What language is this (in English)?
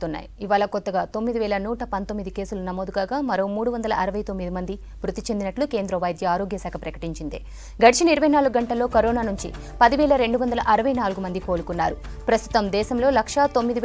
Telugu